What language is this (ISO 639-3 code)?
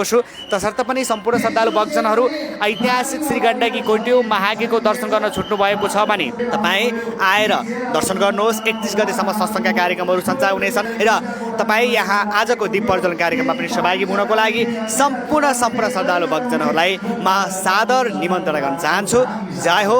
nep